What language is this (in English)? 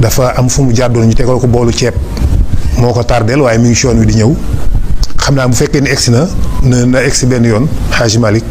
Wolof